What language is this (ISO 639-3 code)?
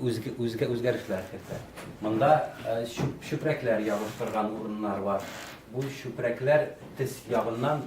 tat